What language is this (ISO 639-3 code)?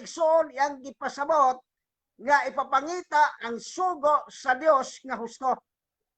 ceb